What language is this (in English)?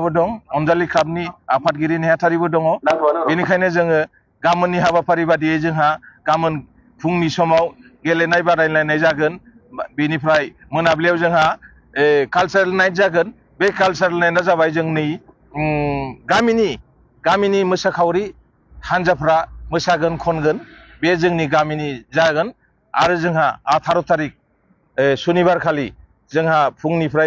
Bodo